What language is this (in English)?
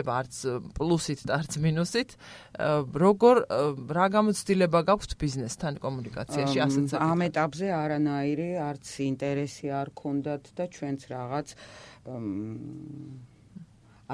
Georgian